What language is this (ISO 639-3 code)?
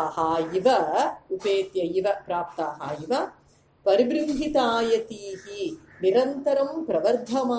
san